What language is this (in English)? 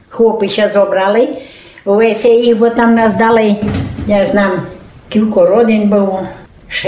Rusyn